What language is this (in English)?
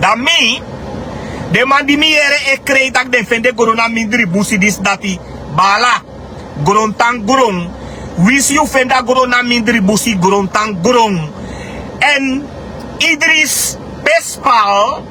Sranan Tongo